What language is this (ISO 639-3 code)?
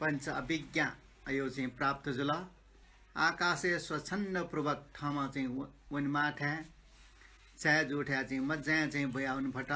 new